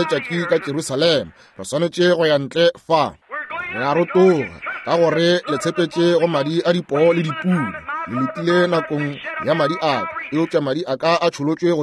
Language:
Northern Sotho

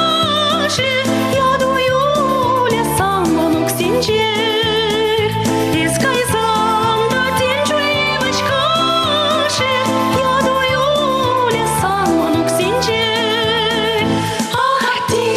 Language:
Chuvash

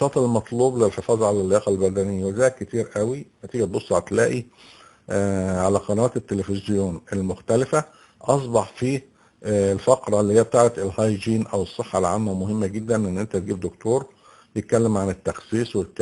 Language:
Egyptian Arabic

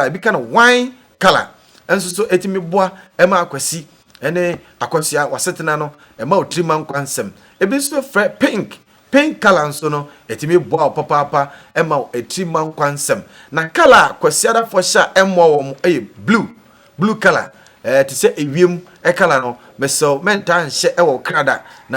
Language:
Akan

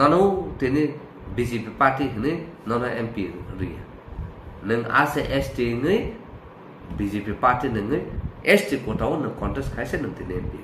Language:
Kok Borok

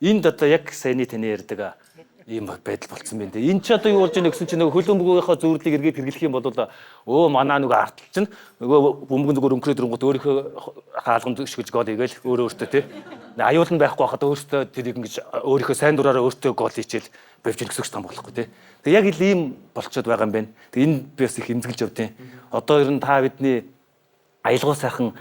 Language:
Mongolian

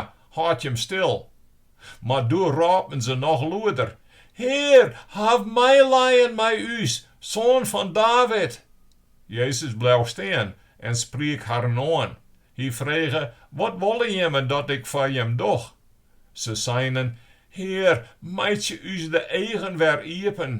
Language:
Western Frisian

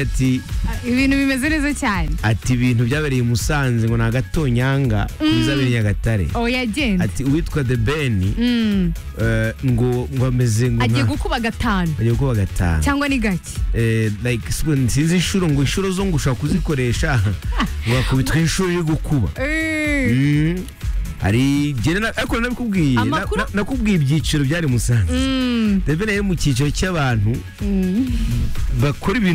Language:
Kinyarwanda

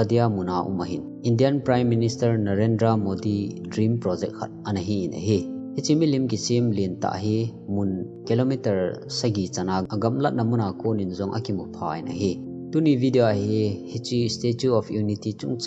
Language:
Thado Chin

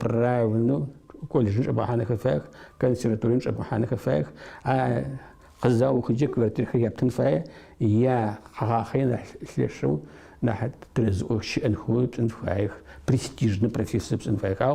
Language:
Adyghe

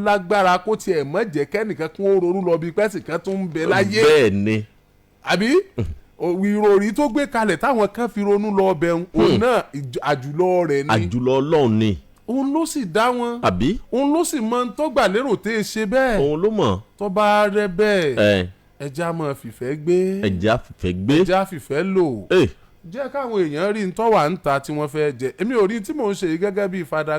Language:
Yoruba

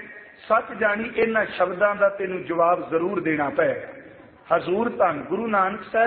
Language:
Punjabi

